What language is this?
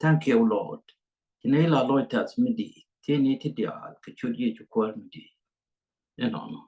Nuer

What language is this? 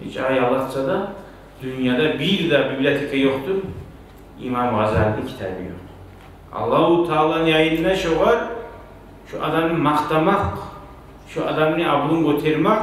Kumyk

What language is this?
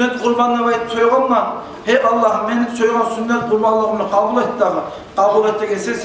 Kumyk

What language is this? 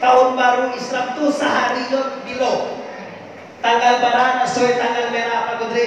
Minangkabau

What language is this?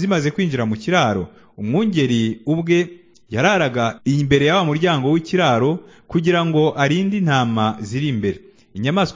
Kinyarwanda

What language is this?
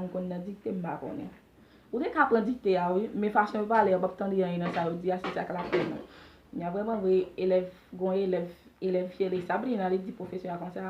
Haitian Creole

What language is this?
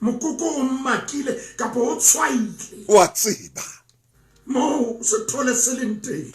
Southern Sotho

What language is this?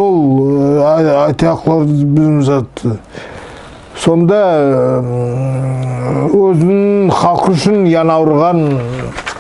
Nogai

